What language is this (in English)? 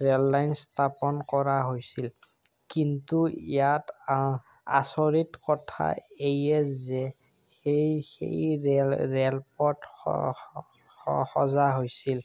Assamese